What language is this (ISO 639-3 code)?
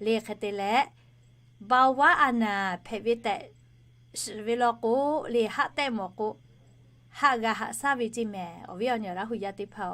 lhu